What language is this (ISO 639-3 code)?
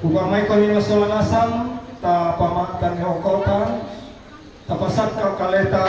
sda